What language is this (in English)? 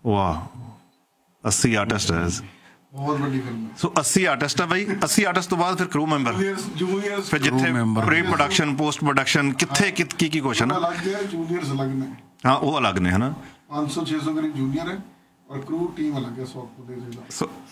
Punjabi